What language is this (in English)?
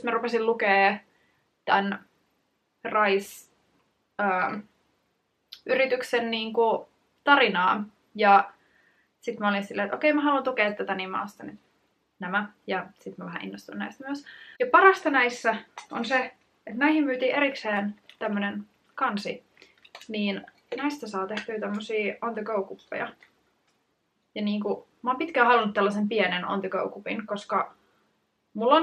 Finnish